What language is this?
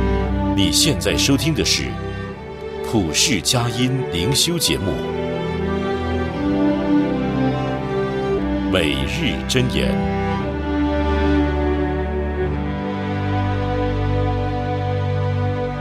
Chinese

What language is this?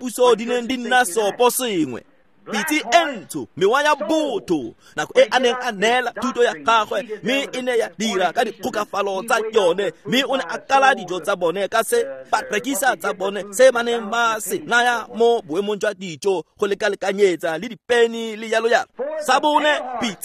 Tswana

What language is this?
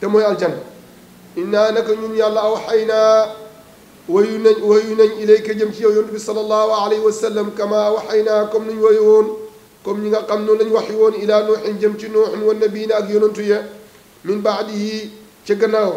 Wolof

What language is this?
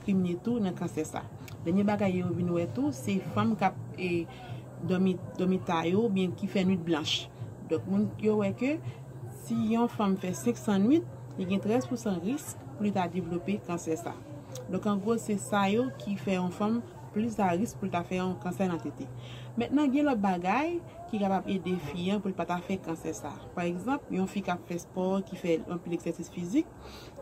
Haitian Creole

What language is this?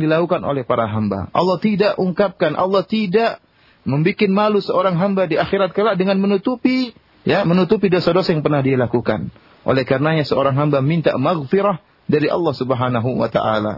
Indonesian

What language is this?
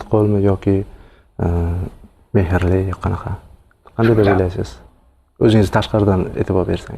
Uzbek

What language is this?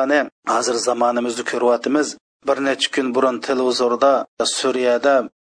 Uyghur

